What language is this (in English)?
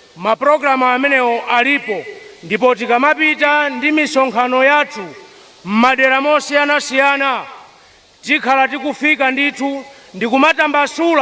Nyanja